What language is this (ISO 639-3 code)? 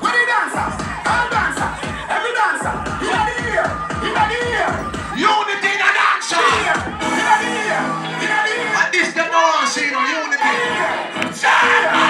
jam